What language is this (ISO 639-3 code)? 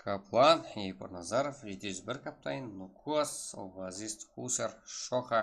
kaa